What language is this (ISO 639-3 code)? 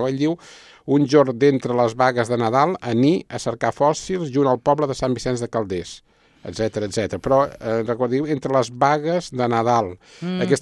cat